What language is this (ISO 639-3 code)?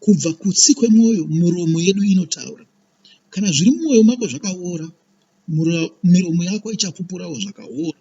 sna